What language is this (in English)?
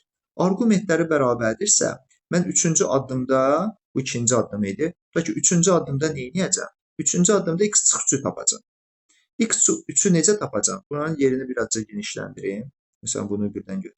Azerbaijani